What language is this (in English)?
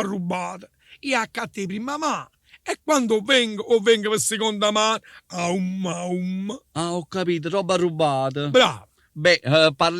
Neapolitan